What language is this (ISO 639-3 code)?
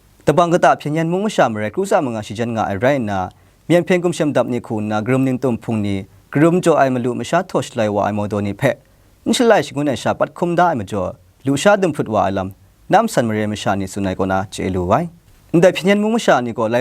kac